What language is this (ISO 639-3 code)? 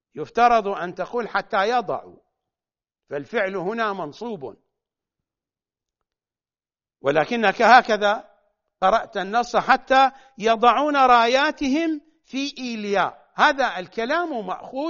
ara